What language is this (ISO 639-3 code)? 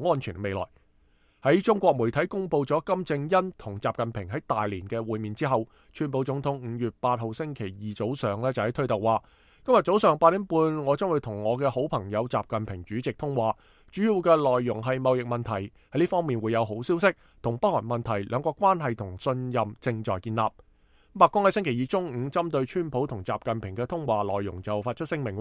yue